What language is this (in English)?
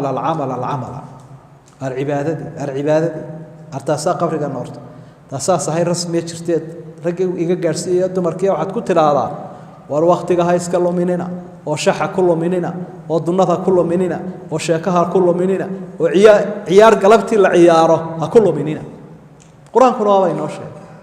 Somali